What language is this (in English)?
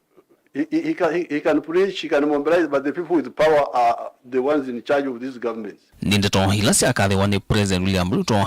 Kamba